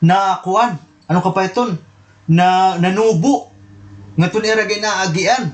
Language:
Waray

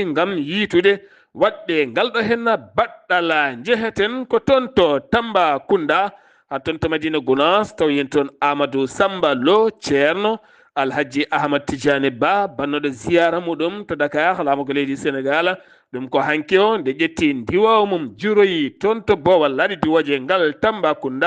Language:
Fula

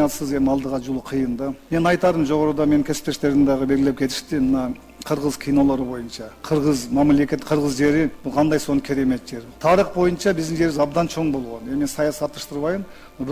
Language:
Kyrgyz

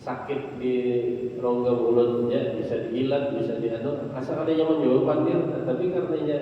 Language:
Banjar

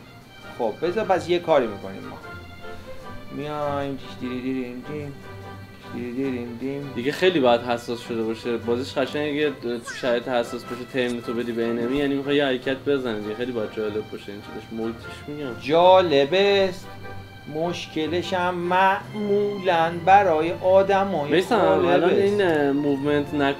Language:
Persian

